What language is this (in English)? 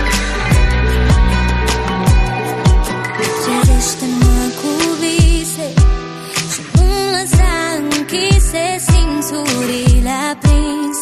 Romanian